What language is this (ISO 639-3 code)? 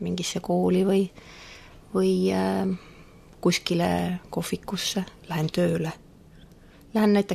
est